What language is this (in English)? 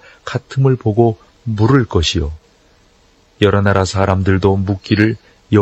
Korean